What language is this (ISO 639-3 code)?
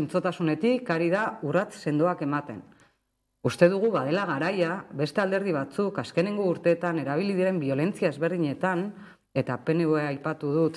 eus